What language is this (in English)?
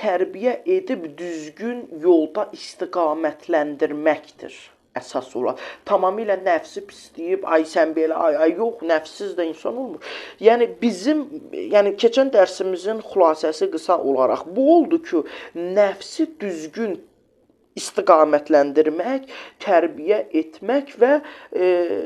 Azerbaijani